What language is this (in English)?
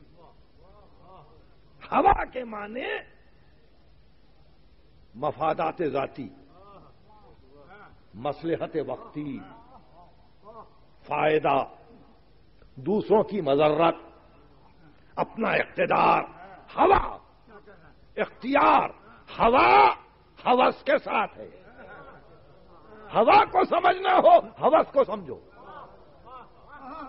Urdu